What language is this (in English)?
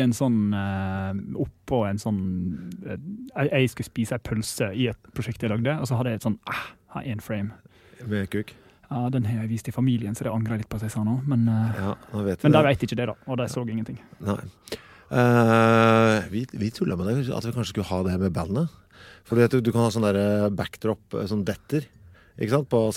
Norwegian